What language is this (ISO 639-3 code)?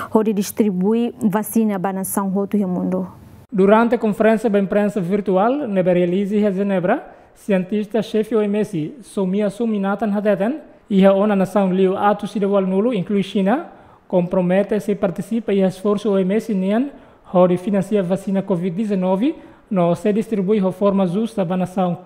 tet